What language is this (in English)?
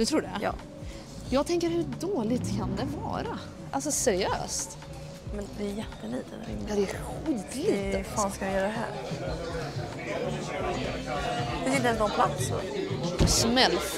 Swedish